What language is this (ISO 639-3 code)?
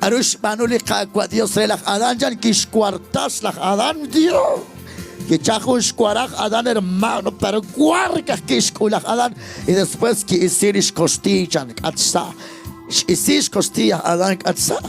kek